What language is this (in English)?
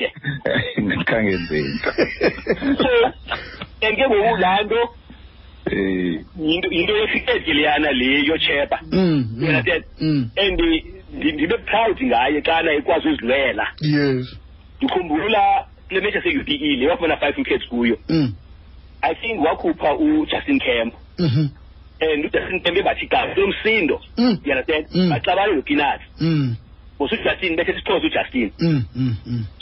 Xhosa